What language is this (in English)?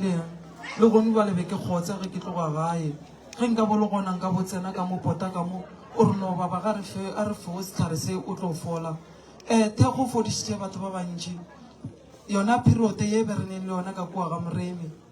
Northern Sotho